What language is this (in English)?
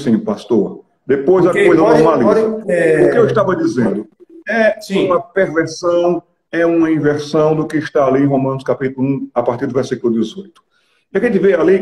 Portuguese